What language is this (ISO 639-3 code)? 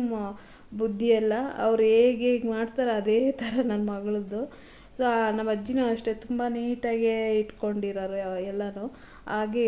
kan